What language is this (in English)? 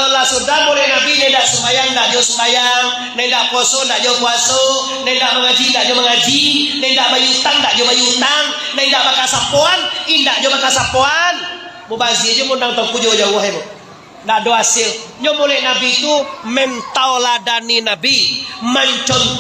Minangkabau